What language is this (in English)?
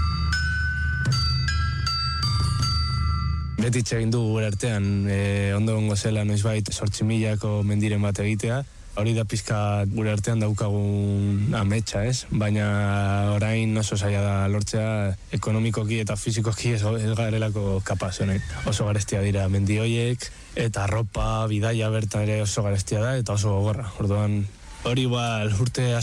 Basque